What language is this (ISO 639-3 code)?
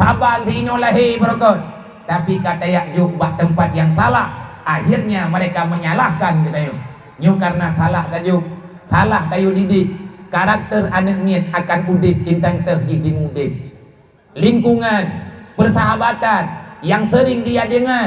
ace